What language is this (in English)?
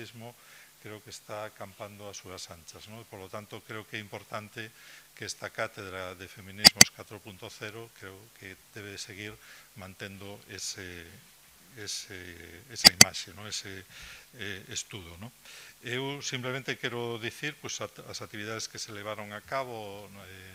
Galician